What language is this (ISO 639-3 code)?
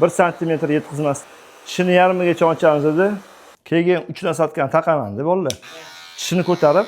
uzb